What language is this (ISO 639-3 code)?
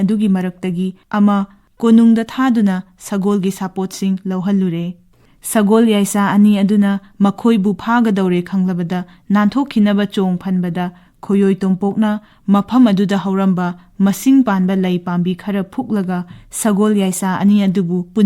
mni